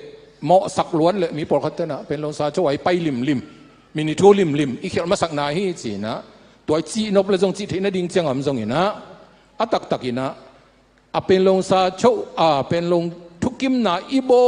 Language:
Tedim Chin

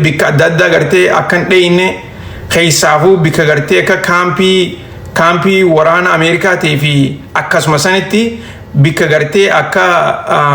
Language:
Oromo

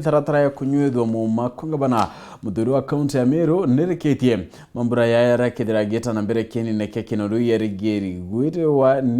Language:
Meru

